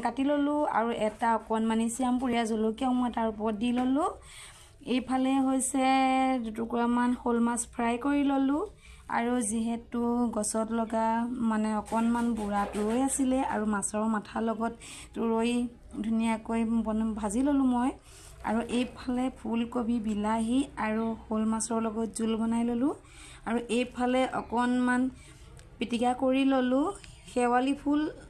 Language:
Assamese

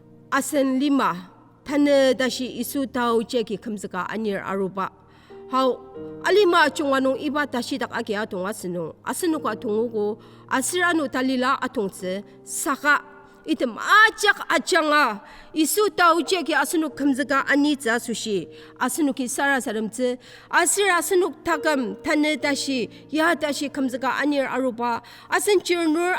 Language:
Ao Naga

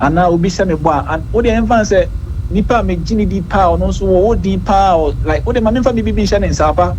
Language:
Akan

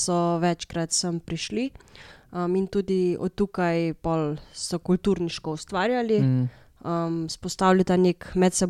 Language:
Slovenian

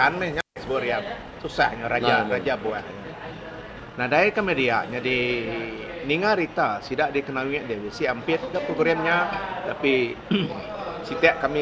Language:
Iban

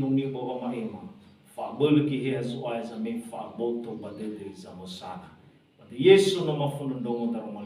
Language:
Nias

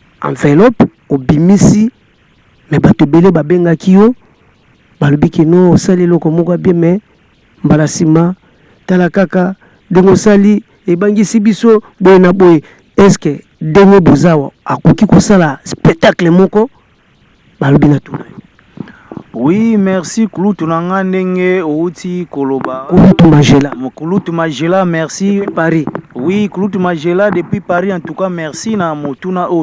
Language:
Lingala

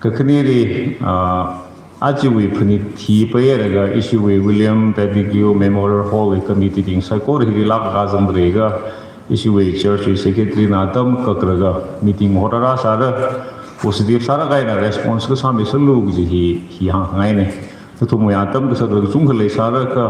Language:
Tangkhul Naga (India)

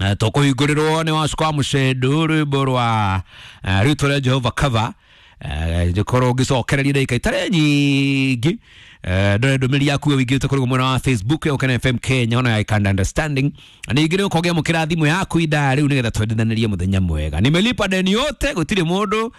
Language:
Kikuyu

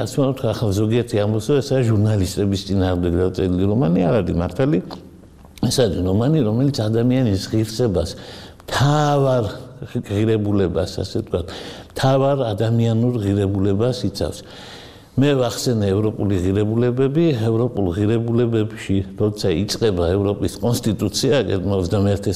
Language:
Georgian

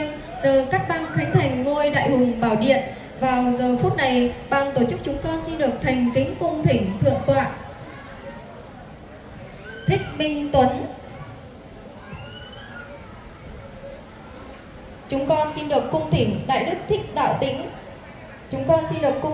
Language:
Vietnamese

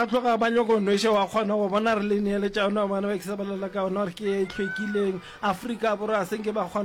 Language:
Northern Sotho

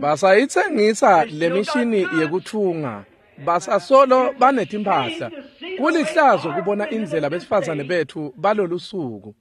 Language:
Swati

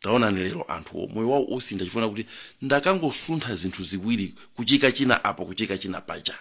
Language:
Nyanja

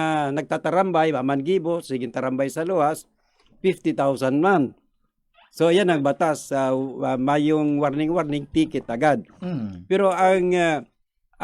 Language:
Bikol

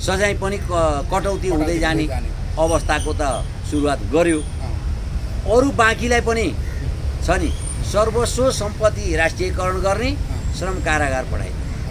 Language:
Nepali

